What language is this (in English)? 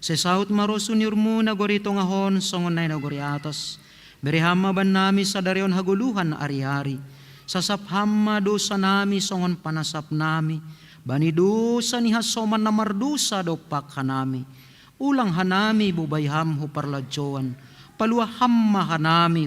Batak Simalungun